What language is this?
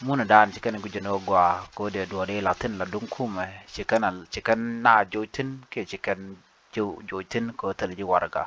Nuer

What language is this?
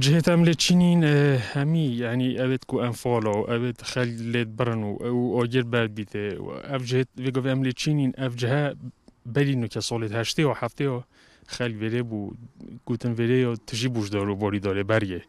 Kurdish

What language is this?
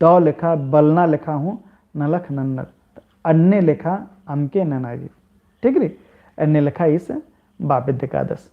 Kurukh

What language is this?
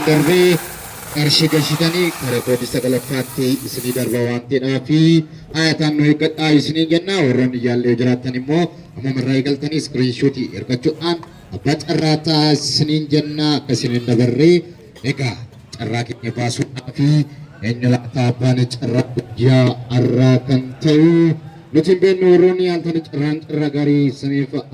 Oromo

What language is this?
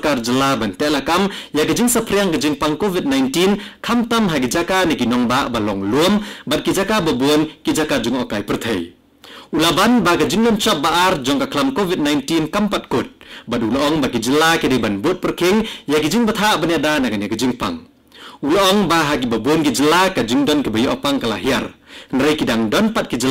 Khasi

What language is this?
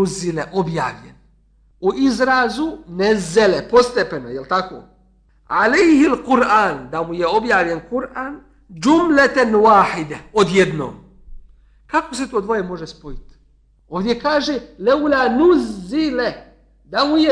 Bosnian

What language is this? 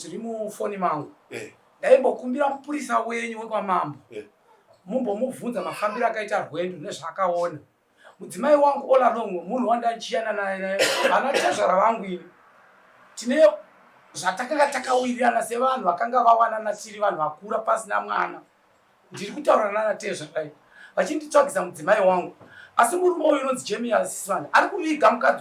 Shona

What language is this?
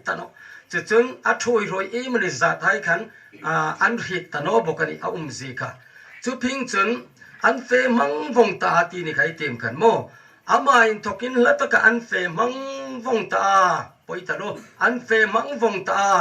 Hmar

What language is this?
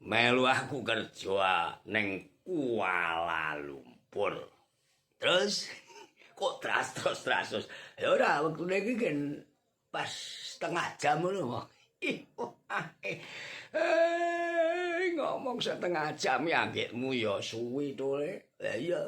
Javanese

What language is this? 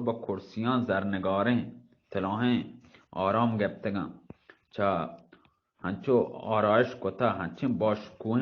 Baluchi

